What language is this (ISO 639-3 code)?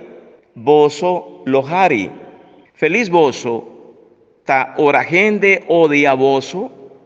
pap